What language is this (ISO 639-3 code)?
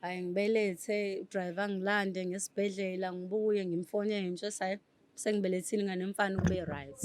zul